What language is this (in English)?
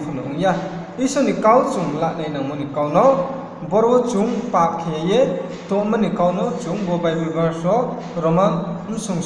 Riang (India)